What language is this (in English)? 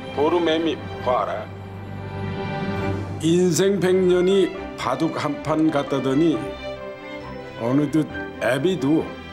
Korean